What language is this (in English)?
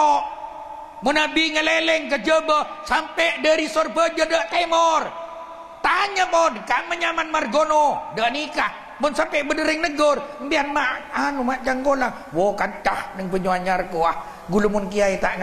Madurese